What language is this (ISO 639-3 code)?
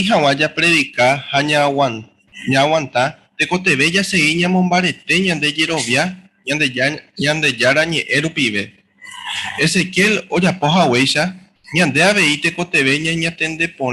grn